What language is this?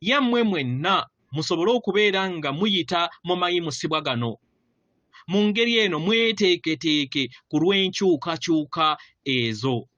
Ganda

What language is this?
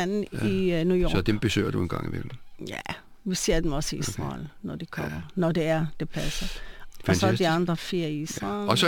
Danish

